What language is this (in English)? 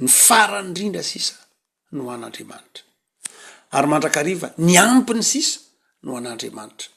Malagasy